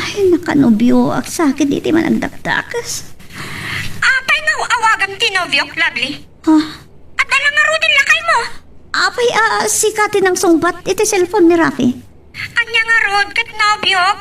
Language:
Iloko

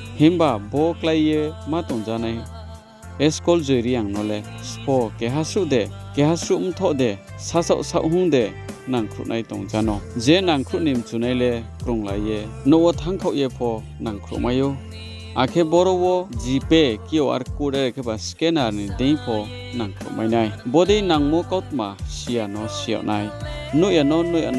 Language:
Riang (India)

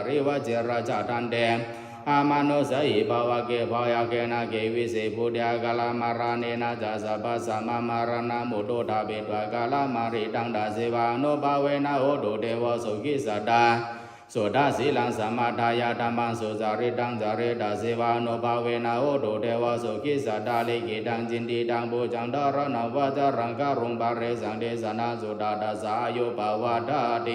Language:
Pali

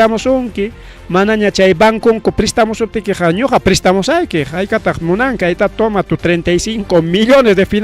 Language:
Ayacucho Quechua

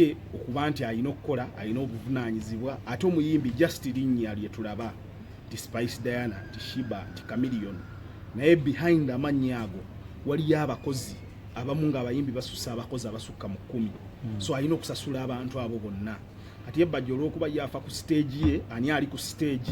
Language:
Ganda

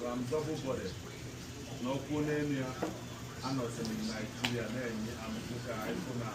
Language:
Igbo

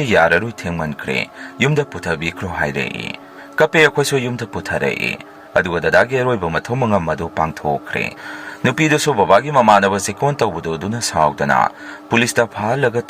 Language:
Manipuri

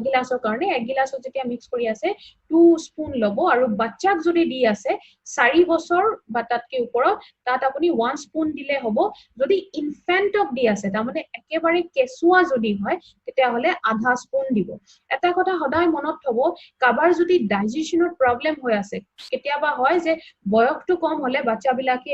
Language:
Assamese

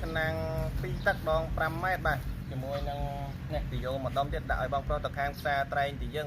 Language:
Khmer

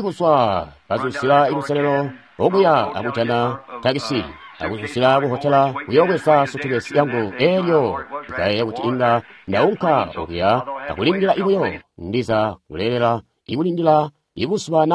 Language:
Tonga (Zambia)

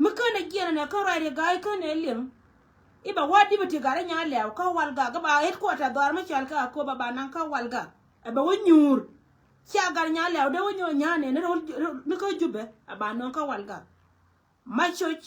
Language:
Nuer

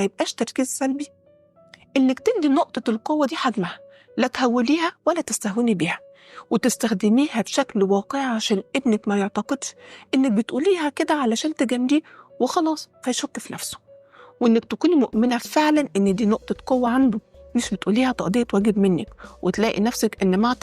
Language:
Egyptian Arabic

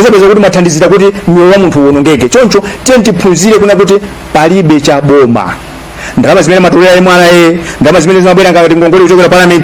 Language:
Nyanja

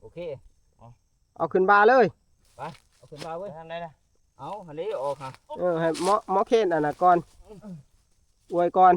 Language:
Northeastern Thai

